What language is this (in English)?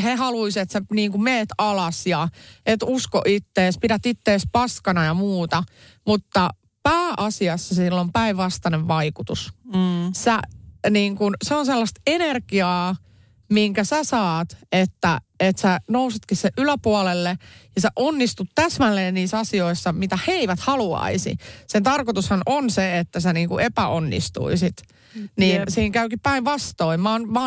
Finnish